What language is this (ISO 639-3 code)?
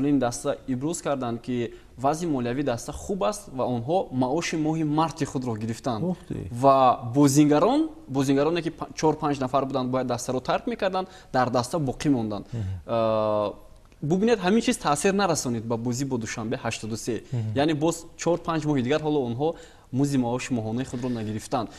tgk